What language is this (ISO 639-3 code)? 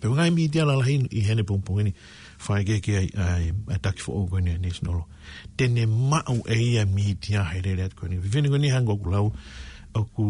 ton